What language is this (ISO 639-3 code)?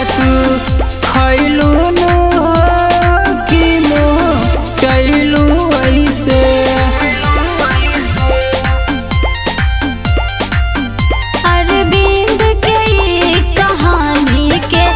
bho